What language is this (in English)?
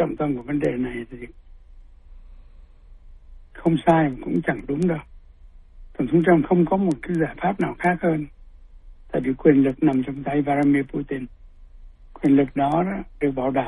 Vietnamese